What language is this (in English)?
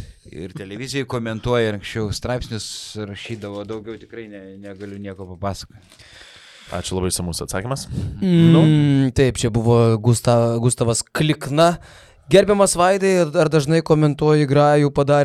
Lithuanian